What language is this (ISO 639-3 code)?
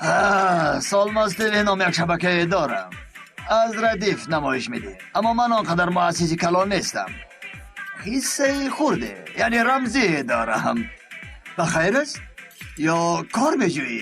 tgk